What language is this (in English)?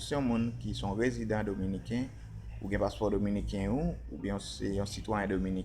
Haitian Creole